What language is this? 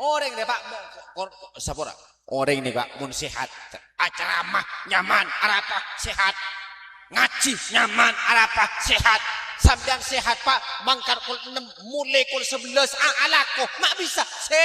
Madurese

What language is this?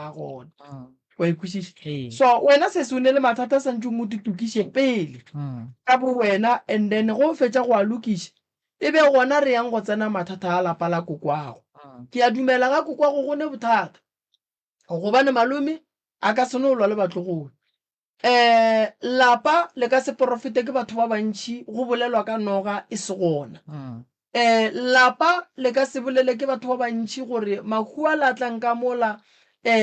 Northern Sotho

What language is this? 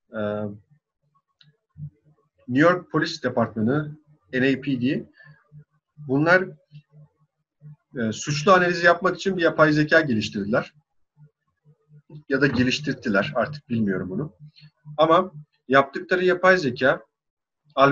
Turkish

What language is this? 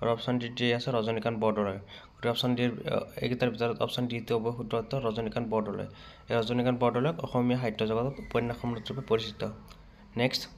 Assamese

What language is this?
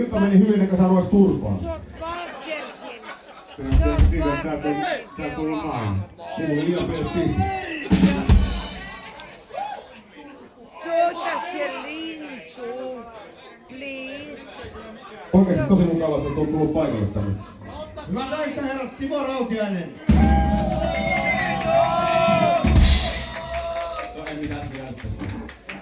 Finnish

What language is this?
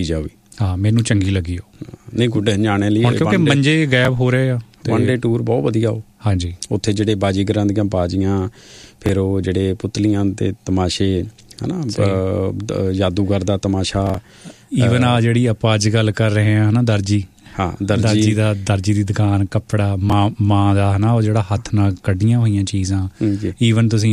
Punjabi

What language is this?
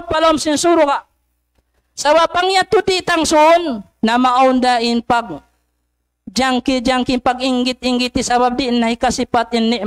Tausug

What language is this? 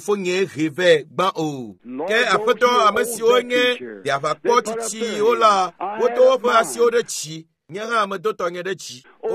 Ewe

